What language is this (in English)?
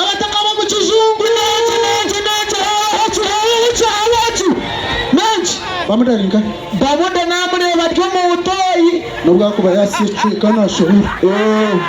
Nyankole